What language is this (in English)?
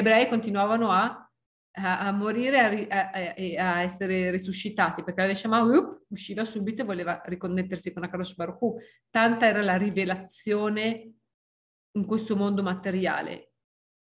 Italian